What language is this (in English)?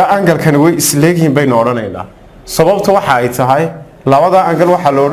Somali